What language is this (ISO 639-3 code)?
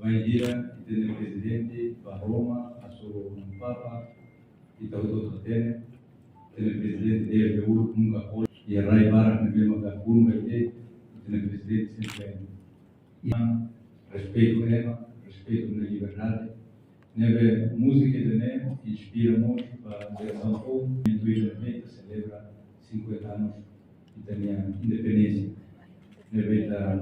tet